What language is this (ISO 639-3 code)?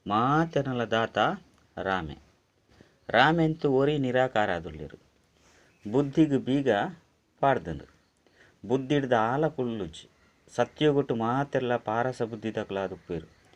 tcy